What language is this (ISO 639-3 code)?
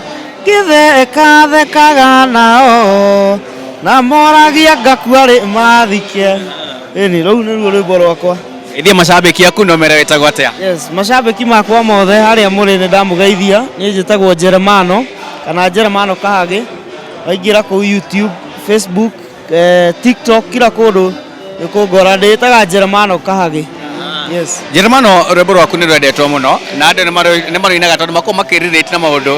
kik